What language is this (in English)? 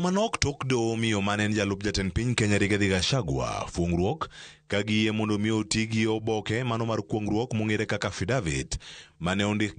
Luo (Kenya and Tanzania)